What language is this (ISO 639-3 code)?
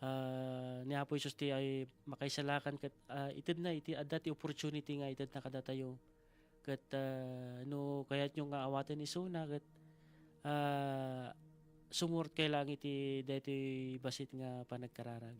ilo